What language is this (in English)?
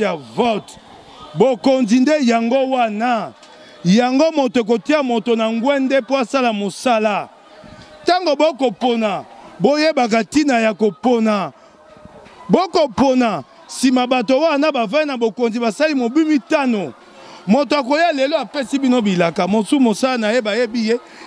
Lingala